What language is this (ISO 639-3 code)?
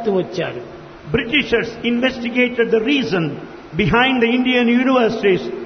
tel